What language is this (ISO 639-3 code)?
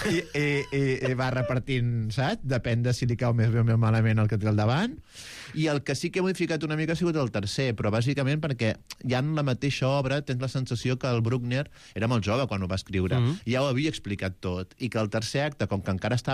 cat